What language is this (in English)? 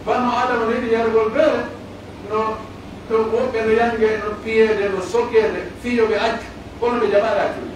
Pular